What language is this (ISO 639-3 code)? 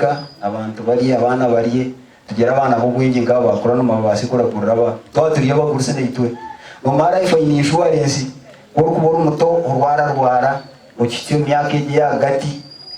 nyn